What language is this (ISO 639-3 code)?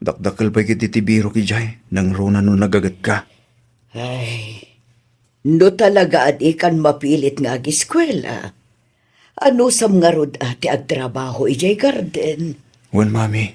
ilo